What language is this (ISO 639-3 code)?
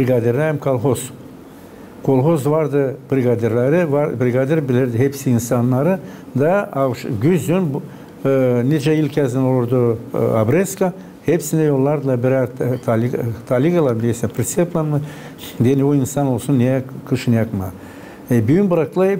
gag